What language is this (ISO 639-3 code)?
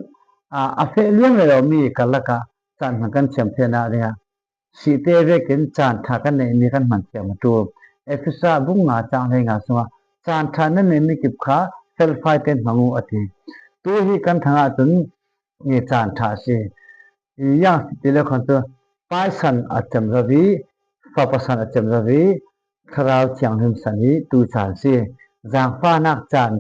cfm